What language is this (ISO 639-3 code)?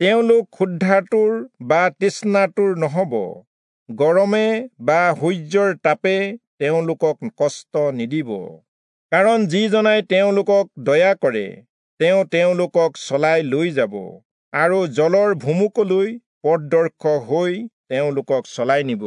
asm